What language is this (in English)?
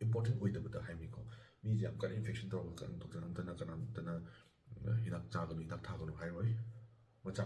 Manipuri